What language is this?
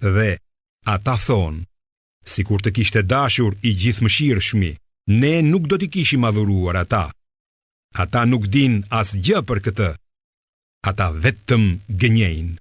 Albanian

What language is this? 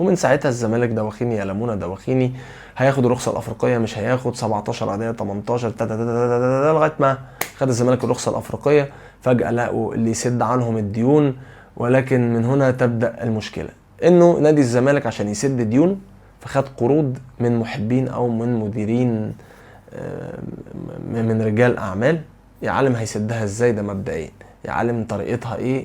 Egyptian Arabic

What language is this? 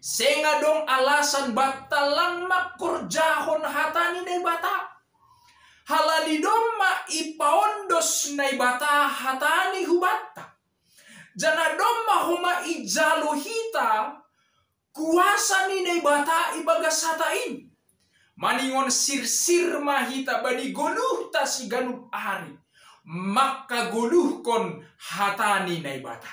Batak Simalungun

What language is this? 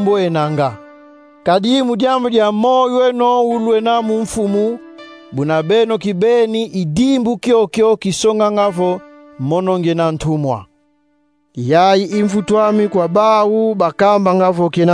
Kongo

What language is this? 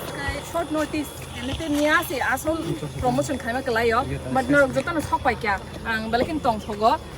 Kok Borok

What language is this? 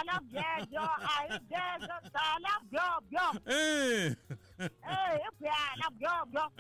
Tsonga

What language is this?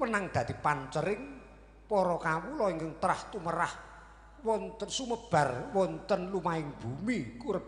Javanese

